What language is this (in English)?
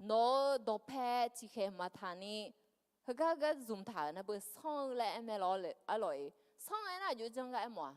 Akha